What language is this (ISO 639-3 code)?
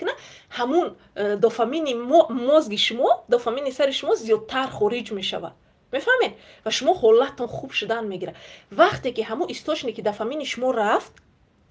tgk